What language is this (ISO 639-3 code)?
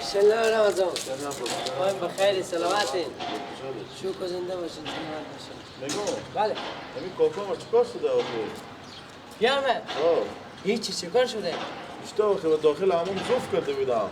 fas